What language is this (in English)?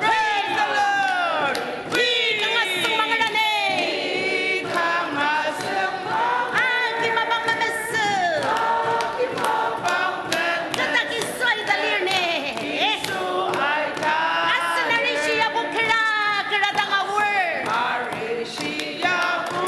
Ao Naga